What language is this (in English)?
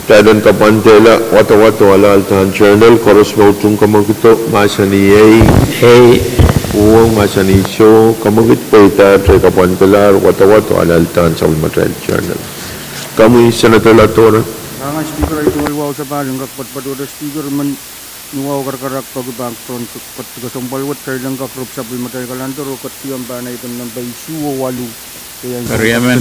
Pohnpeian